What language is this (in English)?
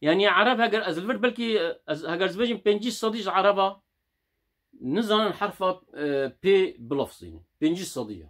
Kurdish